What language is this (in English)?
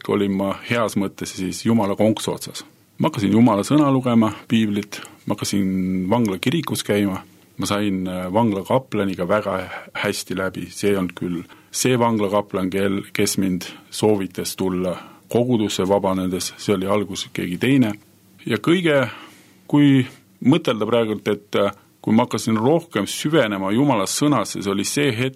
Estonian